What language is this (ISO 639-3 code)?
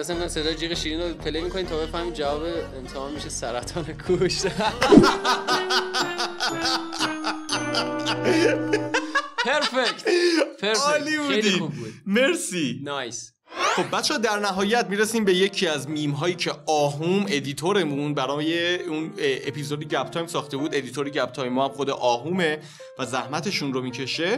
fas